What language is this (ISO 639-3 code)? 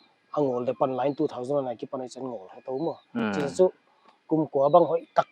pck